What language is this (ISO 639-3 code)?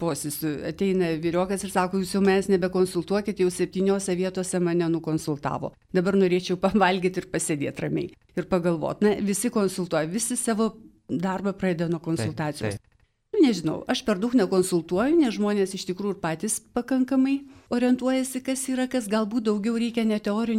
lit